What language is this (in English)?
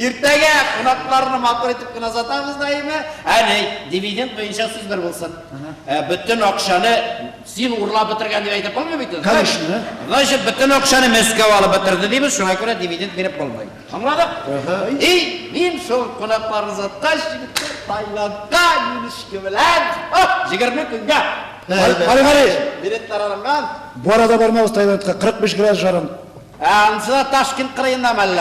Tatar